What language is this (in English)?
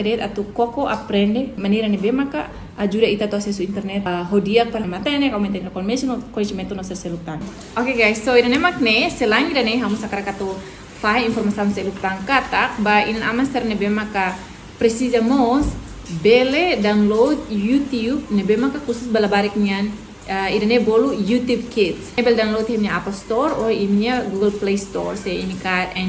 Tetum